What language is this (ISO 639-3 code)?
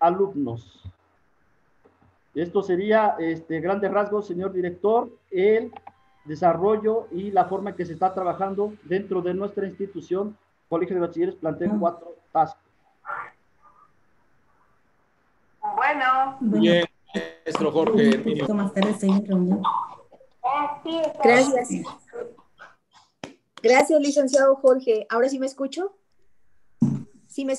spa